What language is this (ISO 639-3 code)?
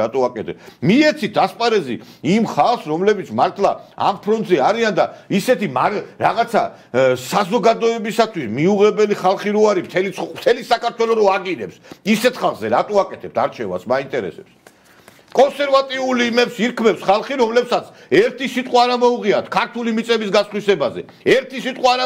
kat